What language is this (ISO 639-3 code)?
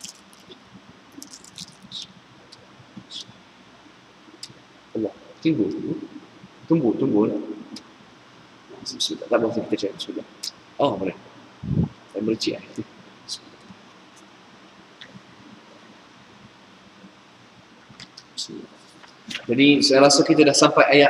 msa